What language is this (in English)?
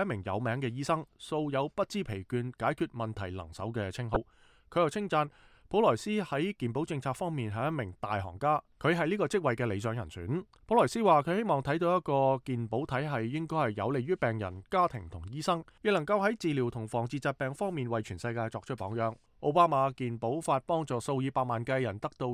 Cantonese